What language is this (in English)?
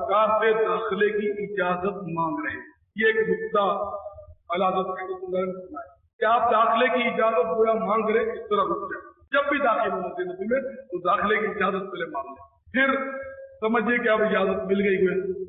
Urdu